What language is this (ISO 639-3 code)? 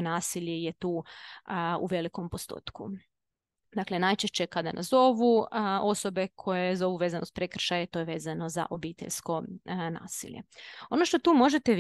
hrv